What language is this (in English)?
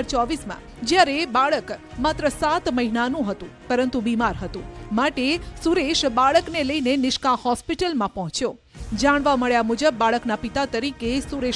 Gujarati